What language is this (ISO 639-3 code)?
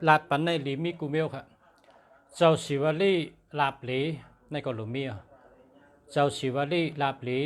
shn